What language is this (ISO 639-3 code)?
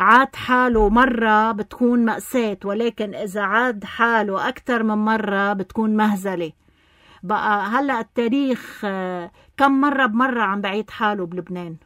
apc